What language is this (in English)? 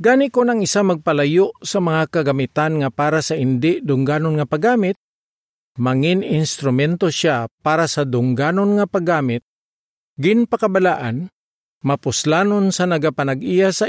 Hiligaynon